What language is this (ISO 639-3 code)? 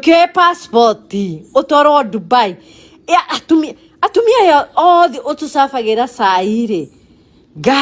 kik